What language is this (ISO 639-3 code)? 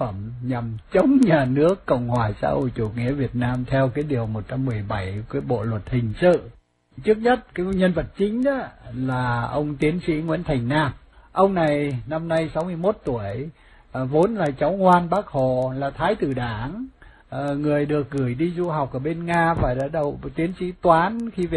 vie